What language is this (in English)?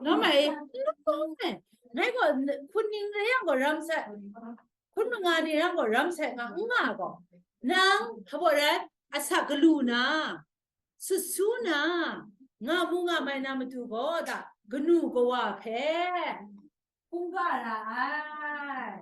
Kachin